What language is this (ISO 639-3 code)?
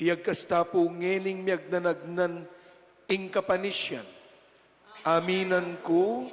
pam